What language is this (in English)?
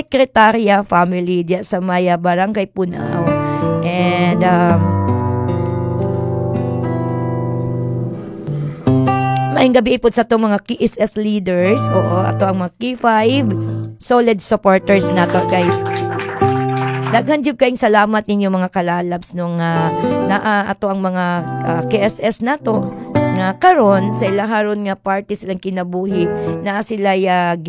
Cebuano